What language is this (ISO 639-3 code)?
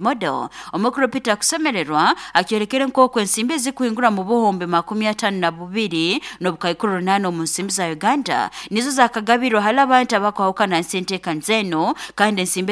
nyo